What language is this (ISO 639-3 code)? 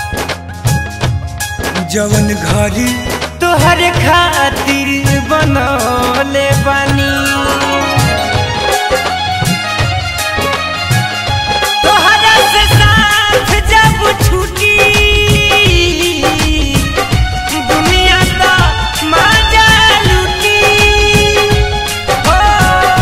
bho